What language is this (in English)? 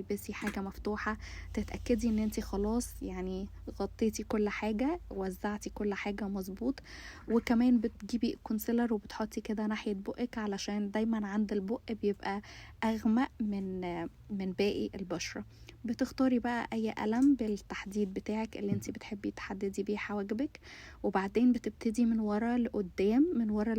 Egyptian Arabic